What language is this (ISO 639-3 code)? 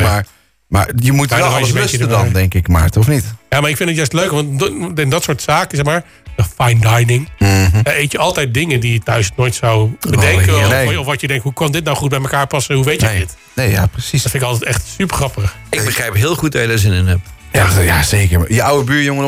nld